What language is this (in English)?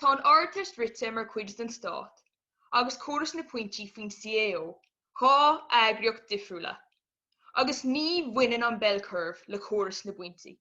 Irish